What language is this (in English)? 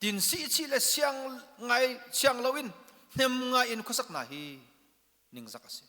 Hakha Chin